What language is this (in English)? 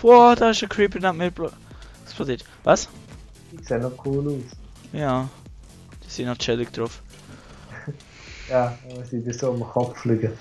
Swiss German